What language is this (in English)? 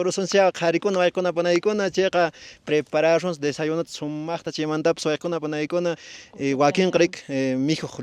Quechua